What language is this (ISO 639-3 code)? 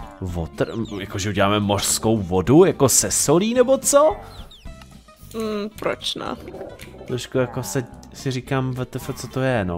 ces